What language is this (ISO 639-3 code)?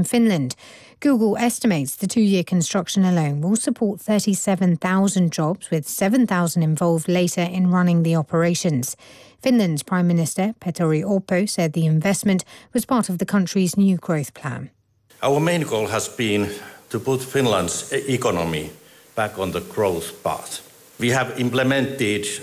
eng